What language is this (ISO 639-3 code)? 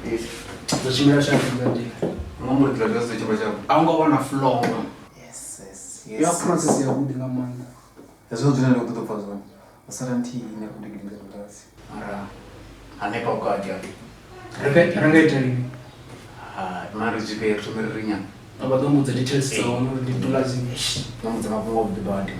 ven